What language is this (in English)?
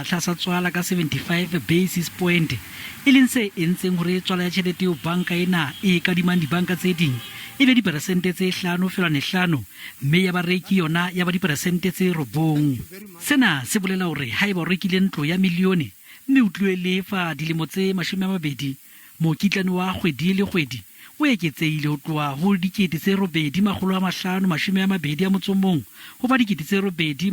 Southern Sotho